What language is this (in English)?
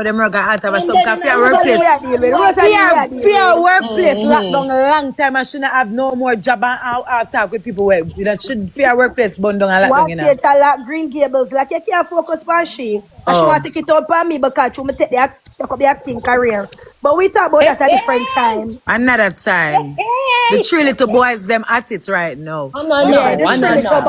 Jamaican Creole English